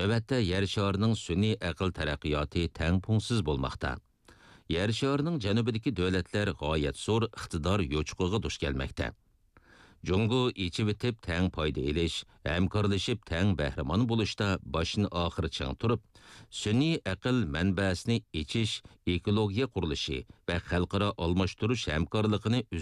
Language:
Uyghur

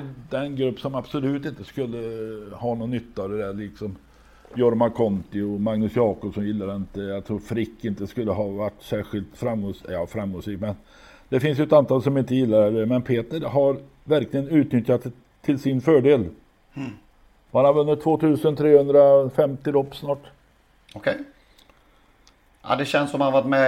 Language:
Swedish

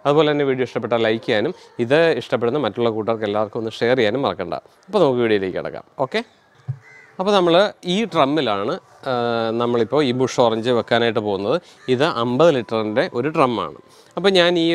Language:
Malayalam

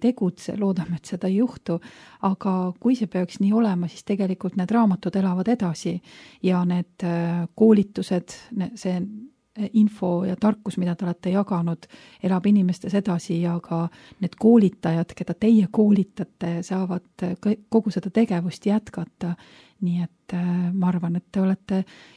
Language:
Estonian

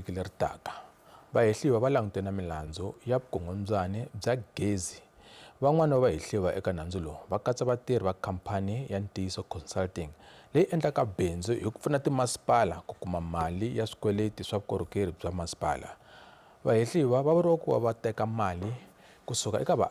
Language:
Tsonga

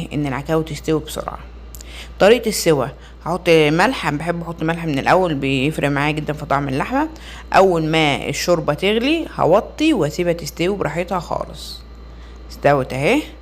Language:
Egyptian Arabic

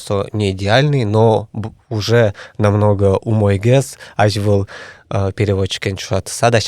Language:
Udmurt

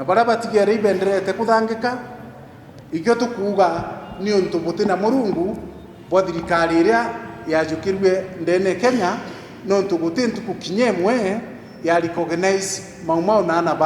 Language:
Meru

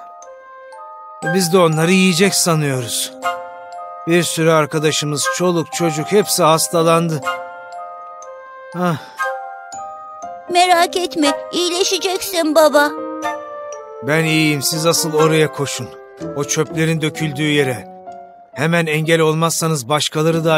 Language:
Turkish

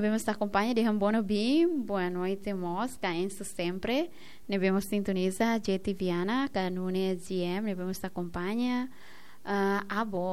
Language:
Tetum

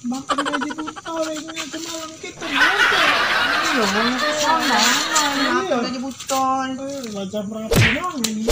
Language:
Musi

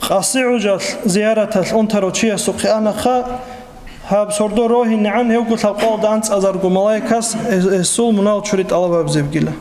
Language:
Avaric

